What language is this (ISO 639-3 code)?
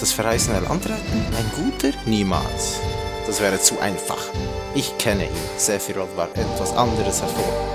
gsw